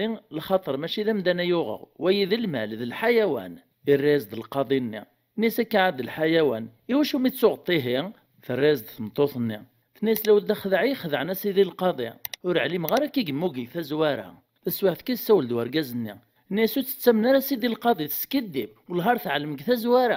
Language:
Kabyle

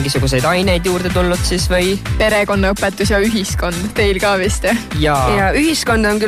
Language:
Estonian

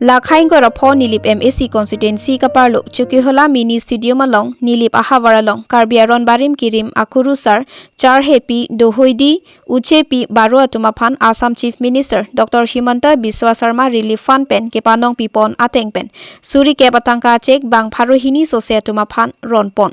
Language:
Karbi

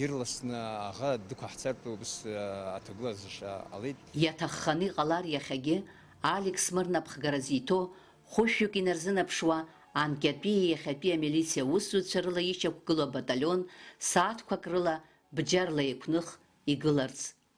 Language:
Abkhazian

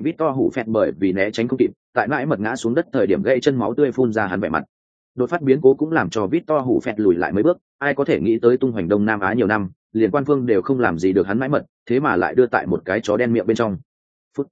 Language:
Vietnamese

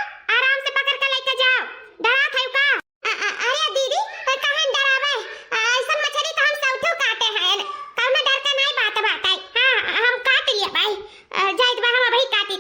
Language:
Awadhi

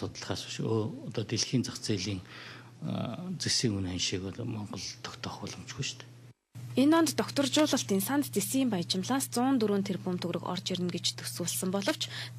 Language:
Mongolian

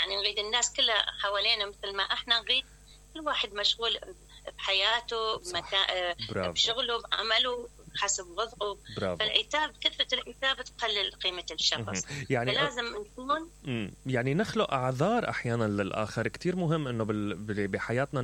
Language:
Mesopotamian Arabic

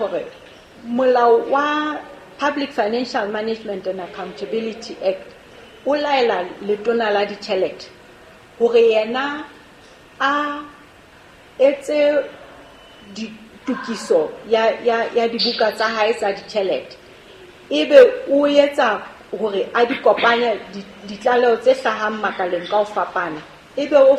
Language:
Southern Sotho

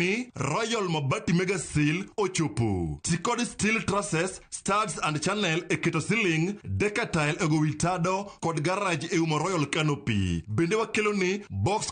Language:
Luo (Kenya and Tanzania)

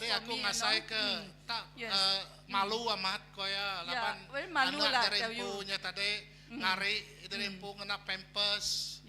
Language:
Iban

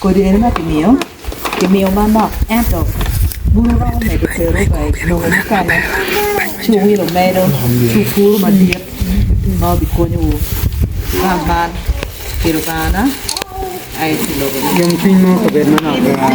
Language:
Acoli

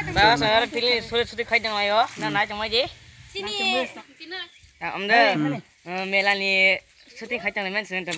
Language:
Kok Borok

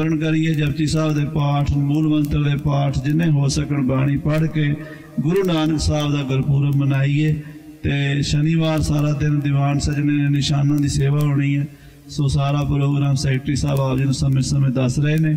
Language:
Punjabi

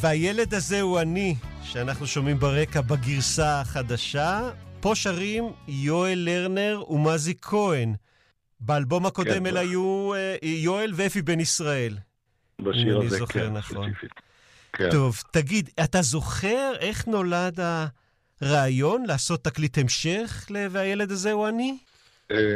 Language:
Hebrew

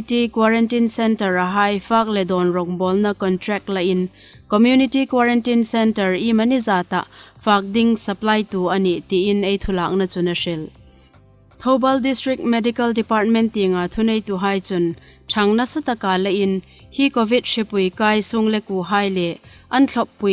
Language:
Hmar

